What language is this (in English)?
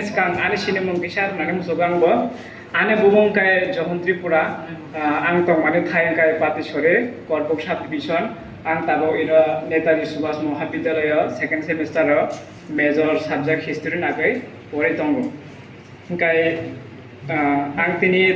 Kok Borok